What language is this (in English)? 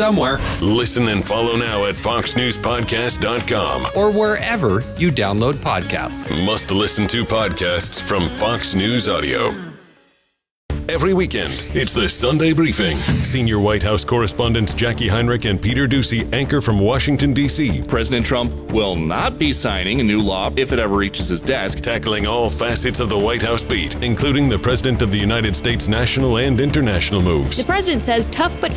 English